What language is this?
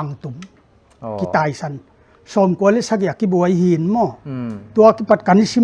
Paite Chin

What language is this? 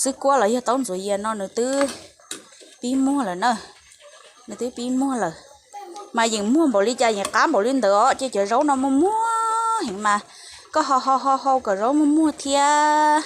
Hmong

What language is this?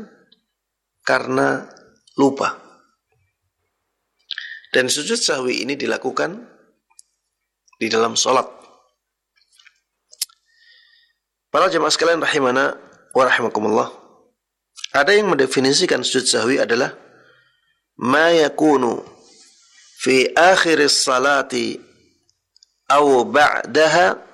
Indonesian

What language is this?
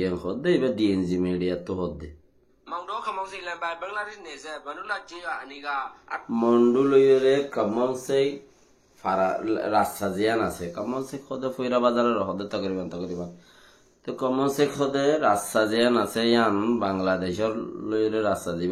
Rohingya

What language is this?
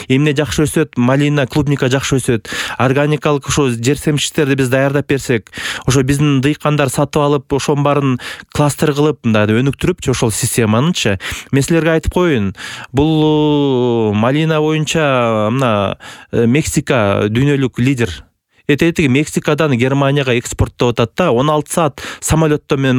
Kyrgyz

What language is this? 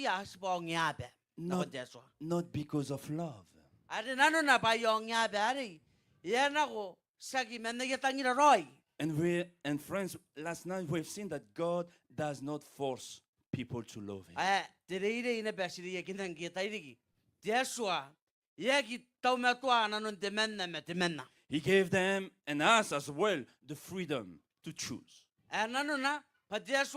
Gilbertese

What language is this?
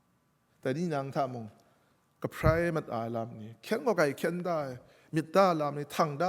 Kachin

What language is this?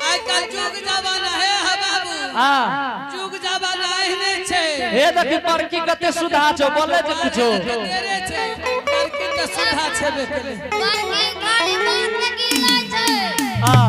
Angika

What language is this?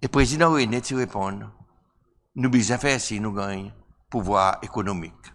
Seselwa Creole French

